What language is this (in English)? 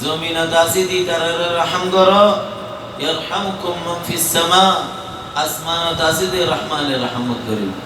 Rohingya